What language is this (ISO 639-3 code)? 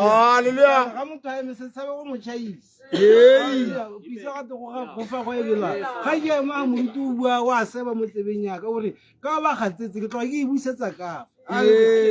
tsn